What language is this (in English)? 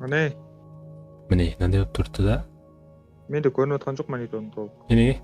Kara-Kalpak